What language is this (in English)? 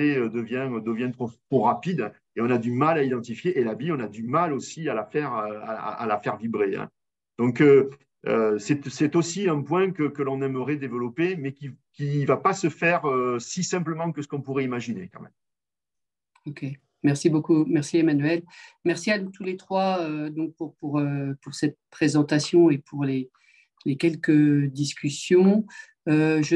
French